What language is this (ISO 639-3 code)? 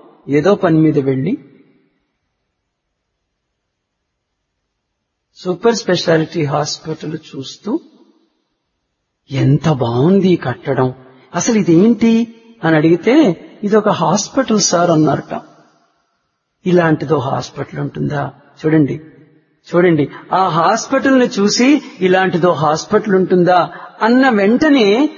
tel